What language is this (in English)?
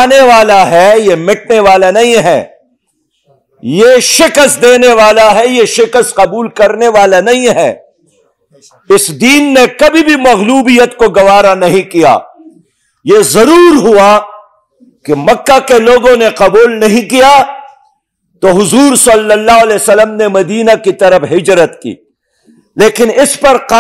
Urdu